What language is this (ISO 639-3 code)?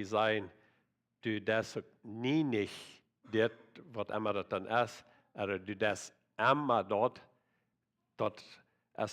pdt